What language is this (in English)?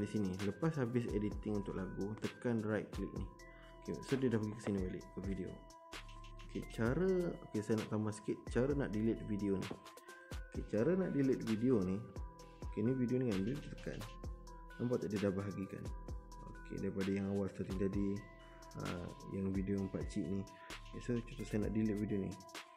Malay